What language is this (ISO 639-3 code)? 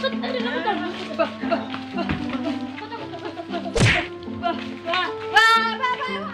bew